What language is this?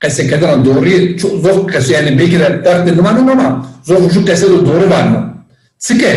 Zaza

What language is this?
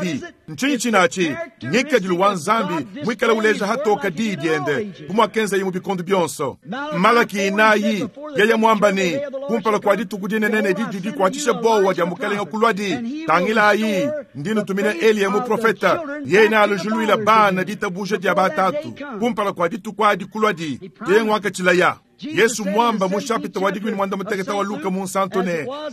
Luba-Lulua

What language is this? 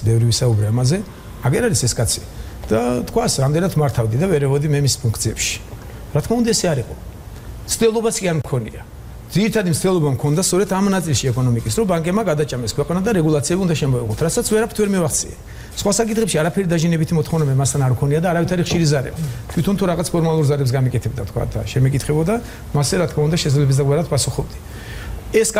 Georgian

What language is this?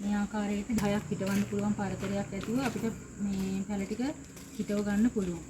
Sinhala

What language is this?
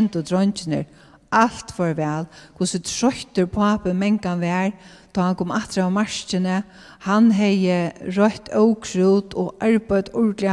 Faroese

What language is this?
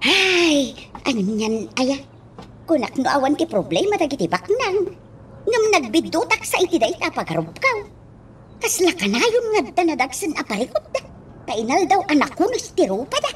Iloko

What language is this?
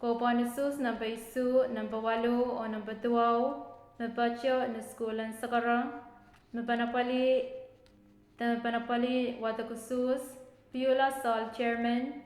Pohnpeian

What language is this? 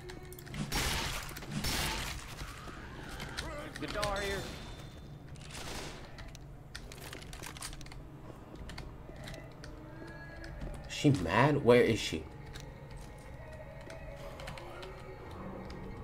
English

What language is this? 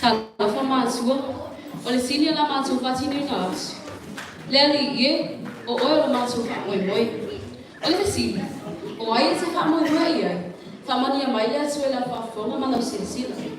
Samoan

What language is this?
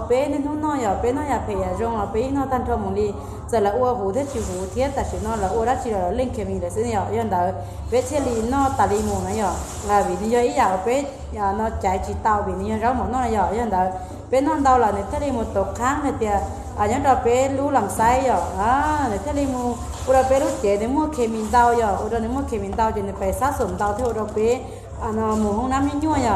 Hmong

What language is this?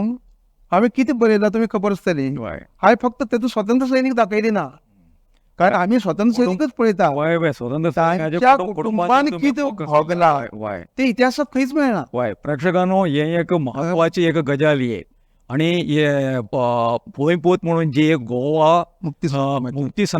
Konkani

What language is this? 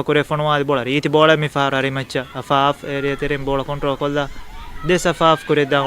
Divehi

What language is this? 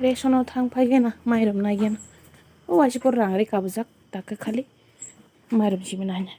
Kok Borok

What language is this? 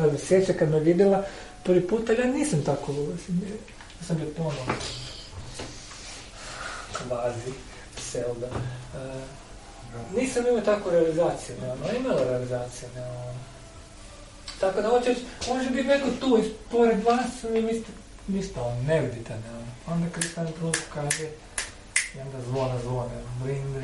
Croatian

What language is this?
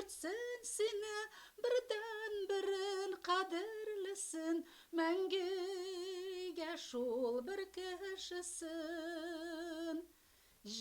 Tatar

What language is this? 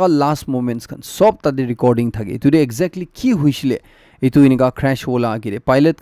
Naga Pidgin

